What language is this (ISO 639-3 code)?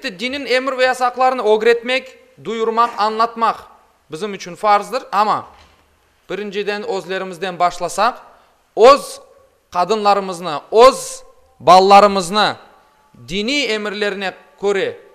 crh